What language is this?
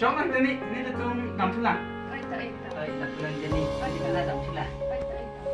Karbi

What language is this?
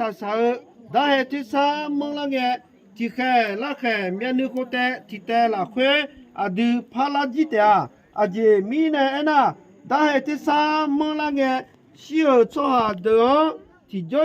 Akha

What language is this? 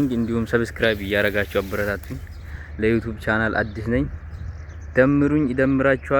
Amharic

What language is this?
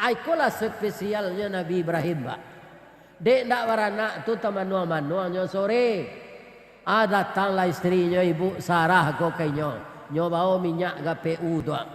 Minangkabau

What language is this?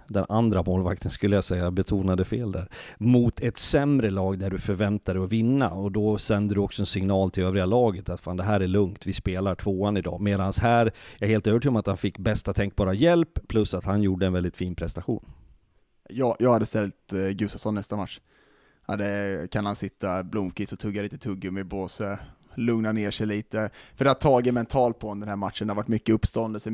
Swedish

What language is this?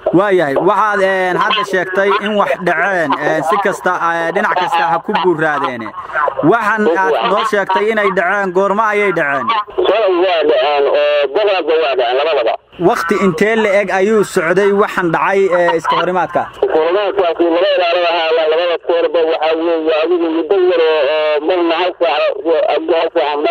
Somali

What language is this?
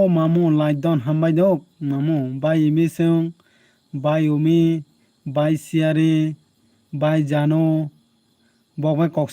Kok Borok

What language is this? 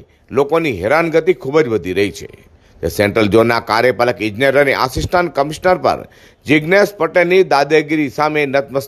Gujarati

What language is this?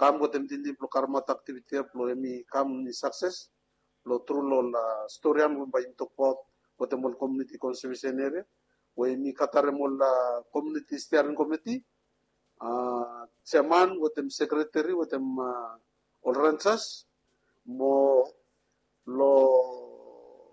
Bislama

